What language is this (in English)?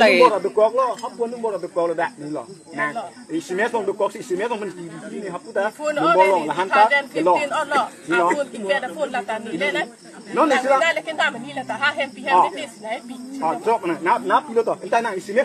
Karbi